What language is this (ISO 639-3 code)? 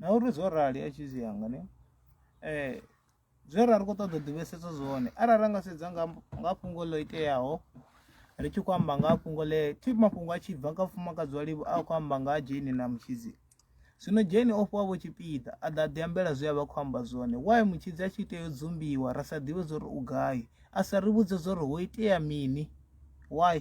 ven